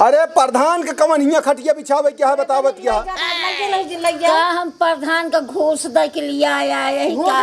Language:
Awadhi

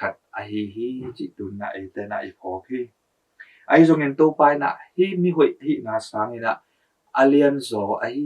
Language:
Tedim Chin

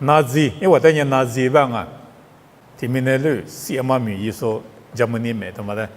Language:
Lisu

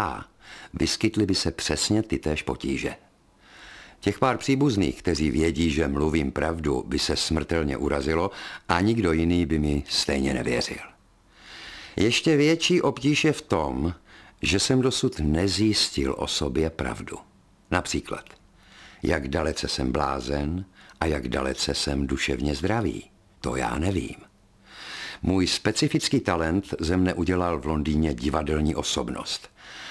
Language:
Czech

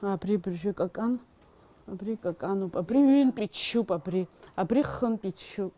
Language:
Abkhazian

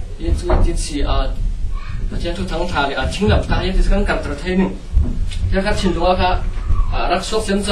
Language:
Hakha Chin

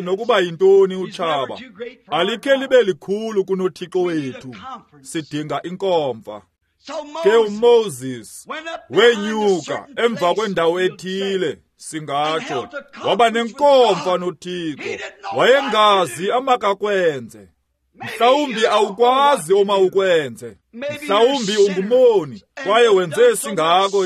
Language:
Xhosa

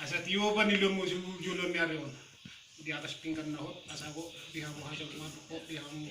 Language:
Batak Toba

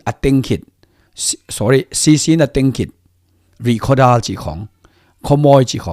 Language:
Tedim Chin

